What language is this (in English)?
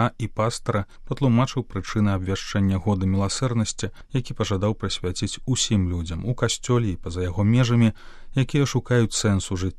Belarusian